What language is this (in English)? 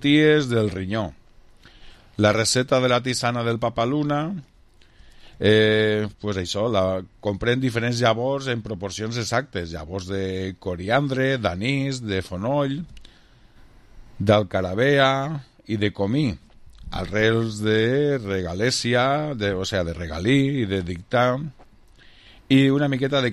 Catalan